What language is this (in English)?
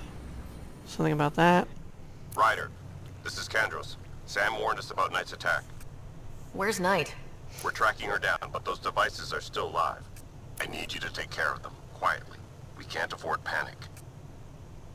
English